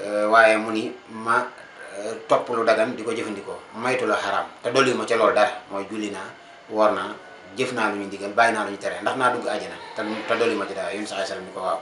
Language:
Wolof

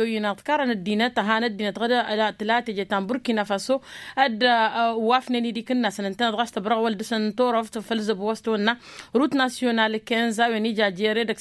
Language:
Tamasheq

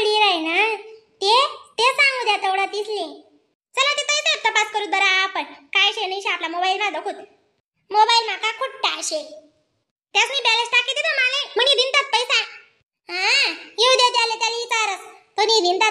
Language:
Khandesi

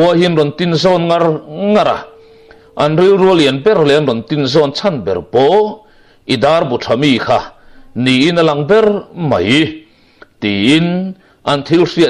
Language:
Mizo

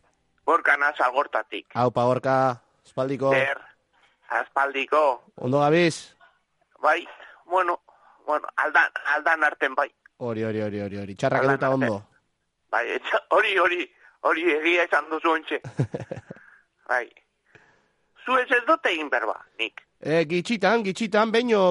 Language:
Basque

